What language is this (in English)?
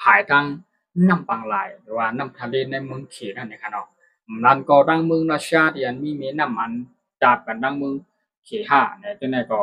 Shan